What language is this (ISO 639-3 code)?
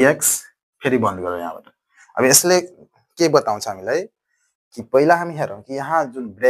nep